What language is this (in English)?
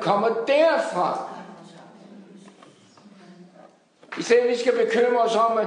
Danish